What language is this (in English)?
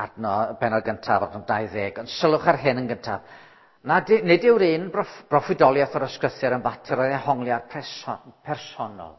Welsh